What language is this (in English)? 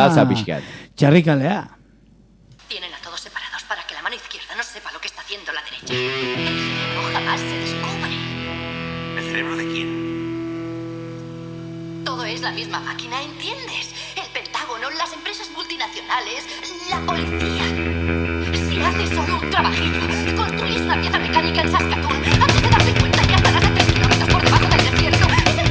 Basque